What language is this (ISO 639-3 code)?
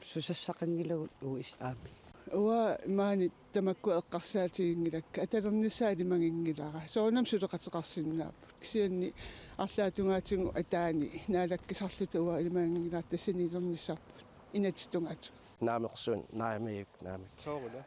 kal